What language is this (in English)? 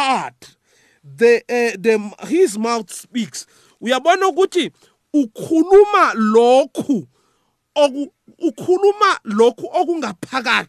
South Ndebele